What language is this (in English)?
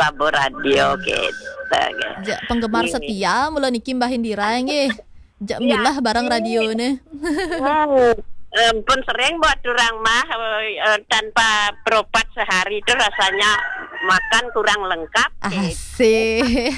Balinese